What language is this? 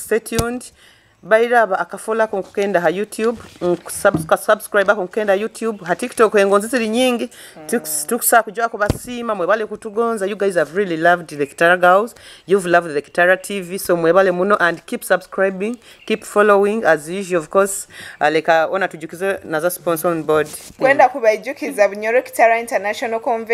Nyoro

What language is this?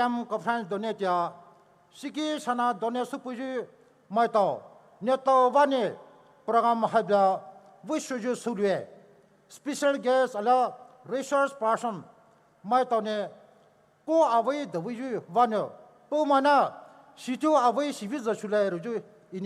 Poumei Naga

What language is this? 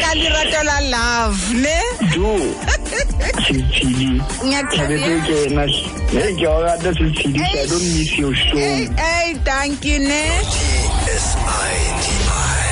Xhosa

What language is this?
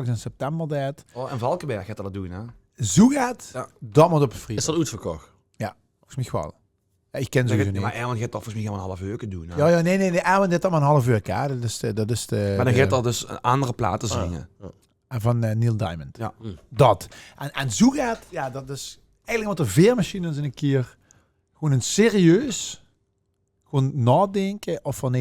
Limburgish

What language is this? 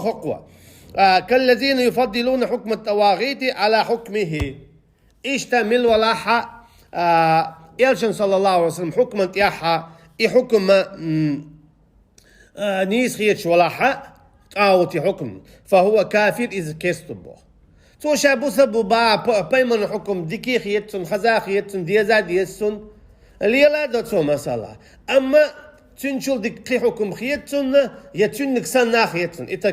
Chechen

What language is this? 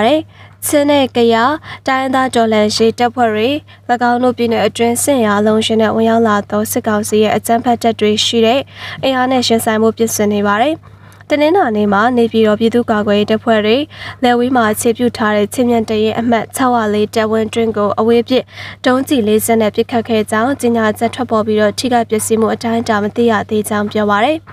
Burmese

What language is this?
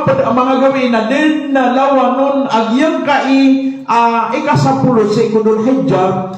Maranao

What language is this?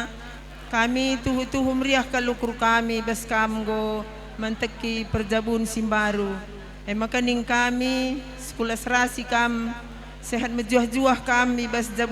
Batak Karo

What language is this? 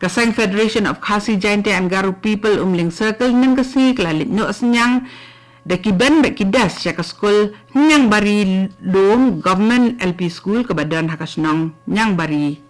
Khasi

